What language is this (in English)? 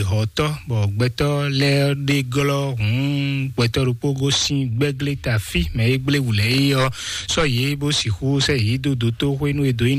Fon